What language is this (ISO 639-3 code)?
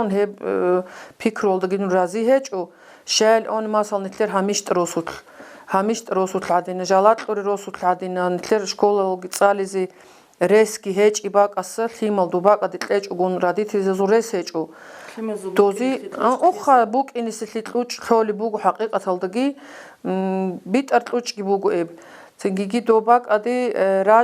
ava